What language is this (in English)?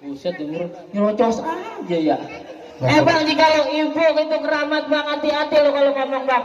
Betawi